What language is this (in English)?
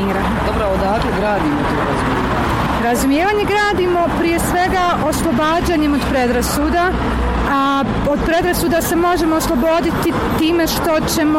Croatian